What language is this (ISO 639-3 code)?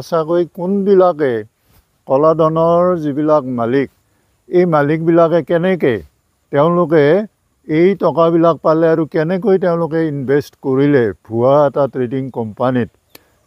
asm